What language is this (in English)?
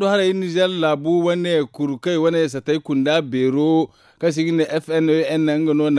Zarma